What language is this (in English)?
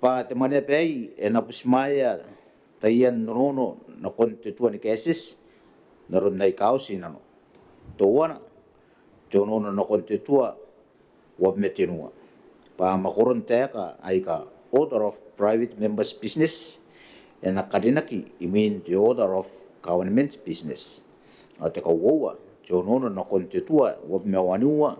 Gilbertese